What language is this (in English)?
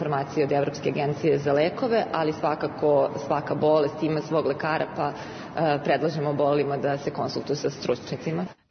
Serbian